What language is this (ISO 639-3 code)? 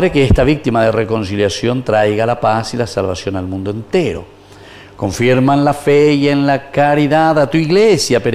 spa